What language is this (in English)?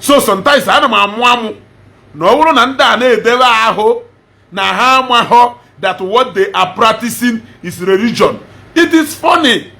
Igbo